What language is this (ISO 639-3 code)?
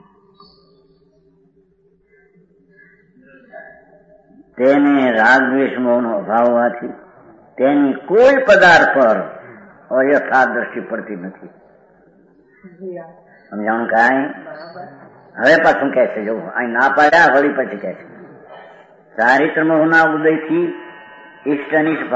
guj